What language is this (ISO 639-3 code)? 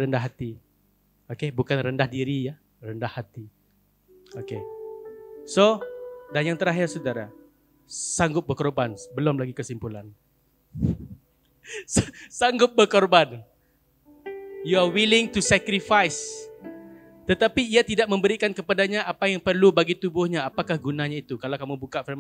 msa